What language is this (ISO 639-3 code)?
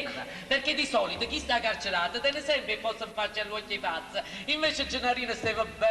nap